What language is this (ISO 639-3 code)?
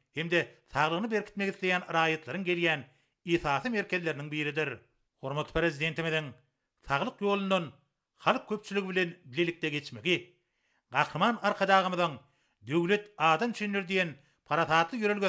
tuk